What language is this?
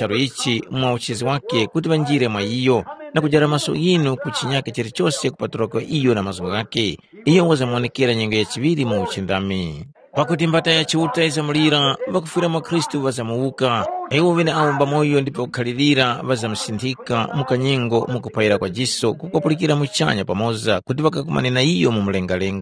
Tumbuka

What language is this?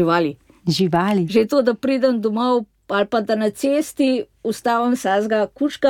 Slovenian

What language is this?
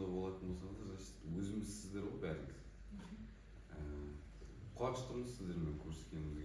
Kazakh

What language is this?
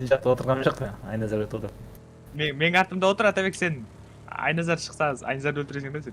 Kara-Kalpak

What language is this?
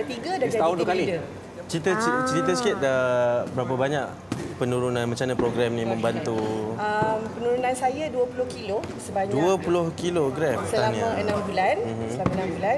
Malay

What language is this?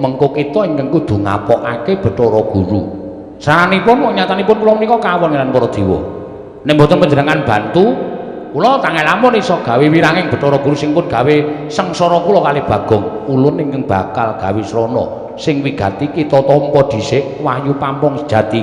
Javanese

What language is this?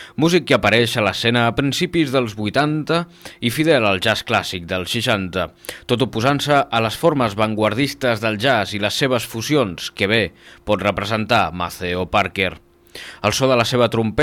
Catalan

